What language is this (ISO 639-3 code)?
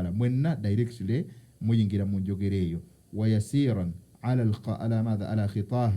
lug